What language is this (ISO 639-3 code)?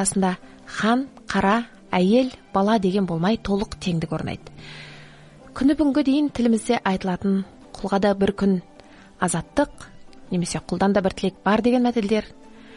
kaz